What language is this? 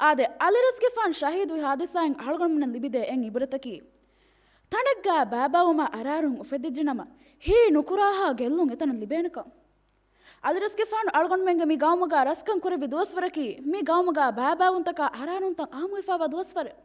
Divehi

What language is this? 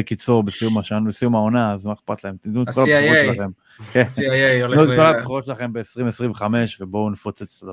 Hebrew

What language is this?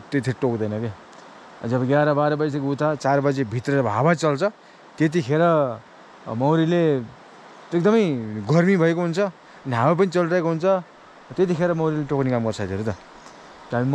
Nepali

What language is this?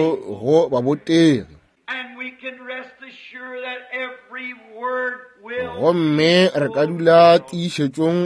Northern Sotho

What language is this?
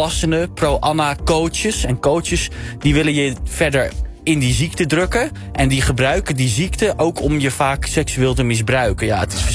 Dutch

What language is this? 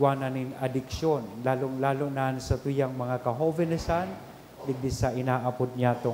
Bikol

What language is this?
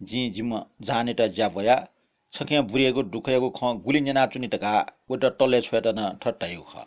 Newari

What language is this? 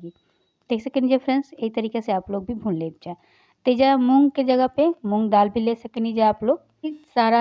Bhojpuri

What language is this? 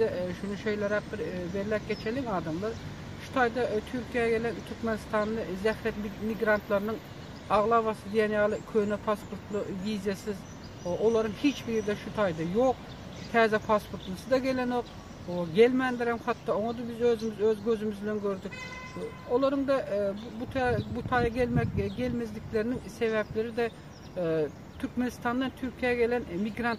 Turkmen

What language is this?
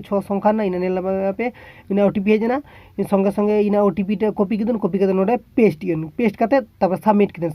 Santali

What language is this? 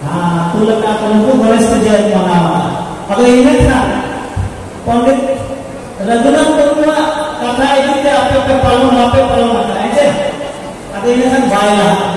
Santali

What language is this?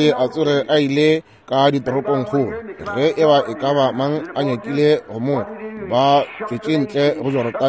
Northern Sotho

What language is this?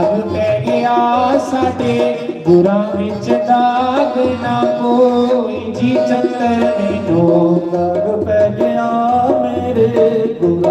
Dogri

